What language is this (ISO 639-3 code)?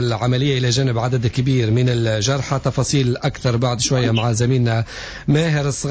aeb